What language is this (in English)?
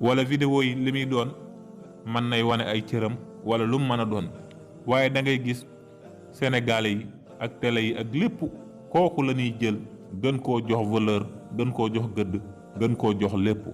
Wolof